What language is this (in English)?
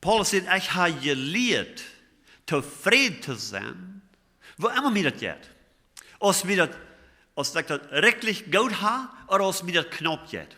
Plautdietsch